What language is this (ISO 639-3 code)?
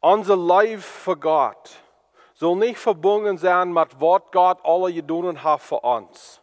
pdt